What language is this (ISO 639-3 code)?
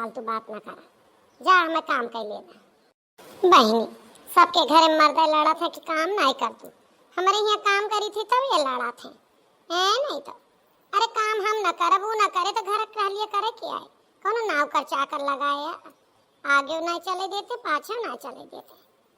awa